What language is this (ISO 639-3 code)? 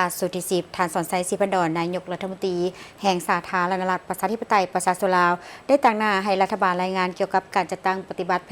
lao